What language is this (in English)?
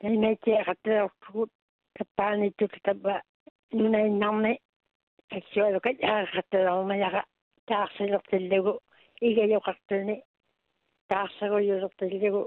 Māori